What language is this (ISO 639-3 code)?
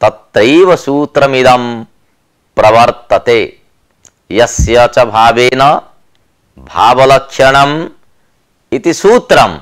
san